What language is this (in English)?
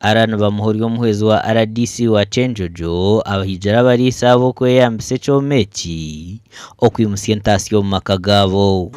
Nyankole